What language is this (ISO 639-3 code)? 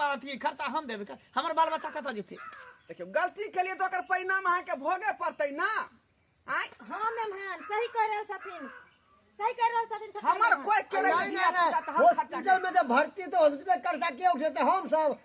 mai